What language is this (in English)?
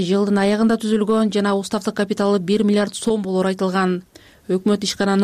Kyrgyz